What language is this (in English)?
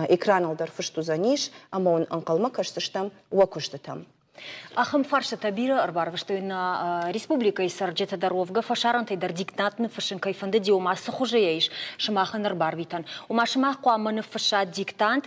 Ossetic